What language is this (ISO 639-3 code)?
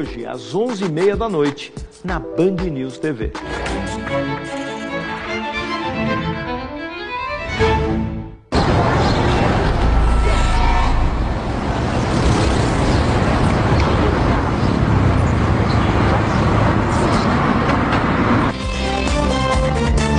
por